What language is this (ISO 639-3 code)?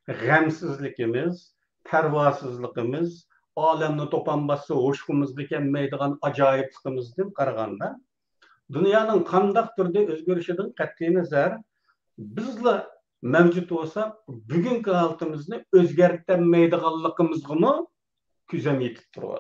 uig